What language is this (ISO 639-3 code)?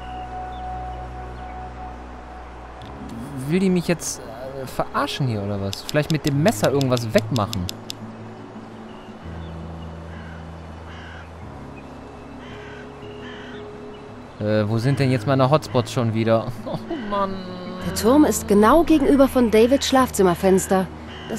deu